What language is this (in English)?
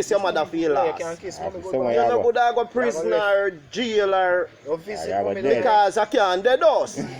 Jamaican Creole English